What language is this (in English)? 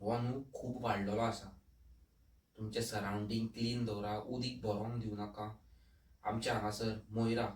Konkani